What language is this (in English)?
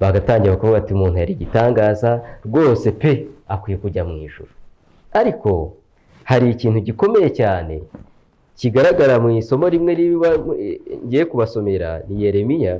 Kinyarwanda